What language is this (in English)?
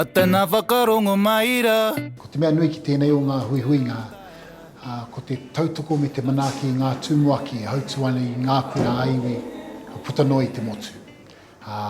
Māori